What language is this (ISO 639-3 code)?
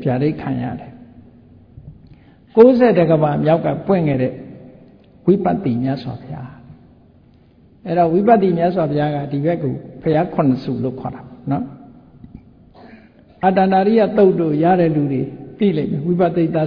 mya